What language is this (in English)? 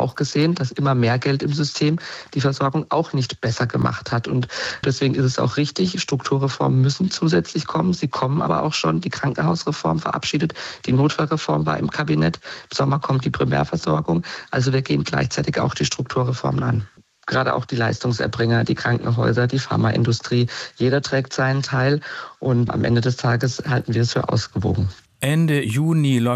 German